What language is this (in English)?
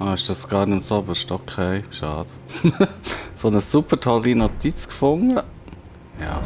Swiss German